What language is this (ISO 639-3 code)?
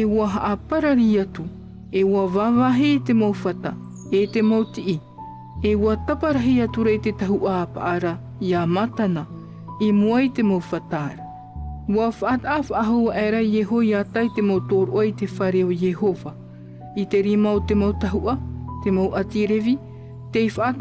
tah